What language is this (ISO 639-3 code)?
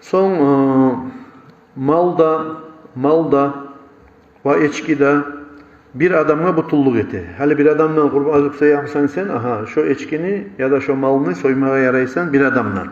kum